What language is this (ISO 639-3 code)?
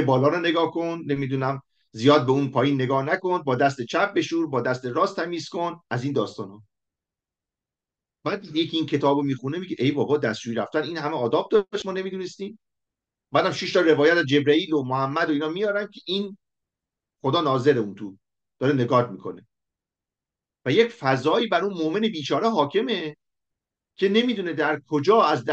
fas